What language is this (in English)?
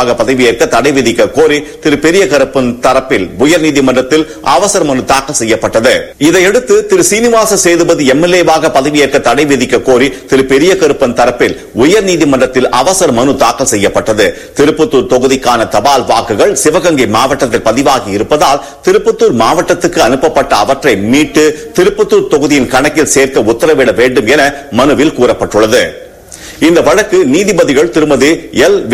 Tamil